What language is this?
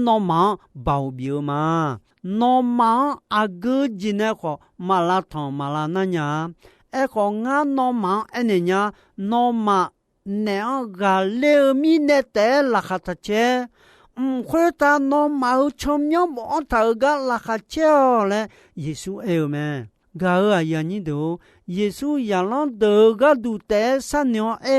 Akha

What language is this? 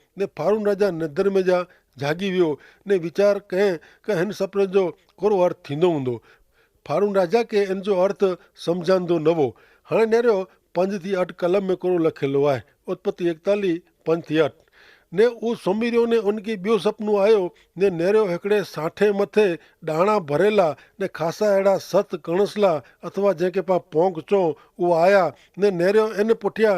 Kachhi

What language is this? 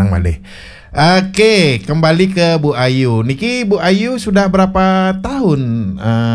Balinese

